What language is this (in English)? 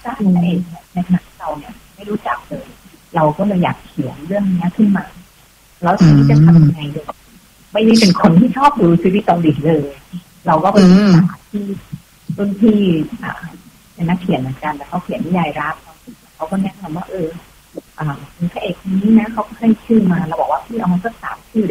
Thai